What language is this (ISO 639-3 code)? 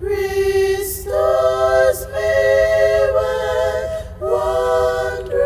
ton